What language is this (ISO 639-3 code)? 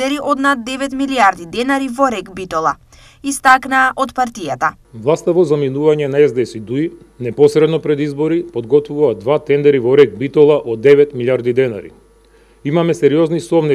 mkd